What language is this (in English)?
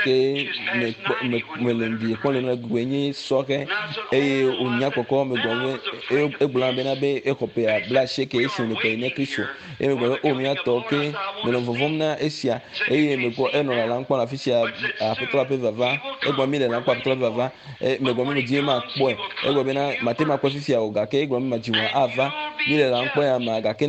Ewe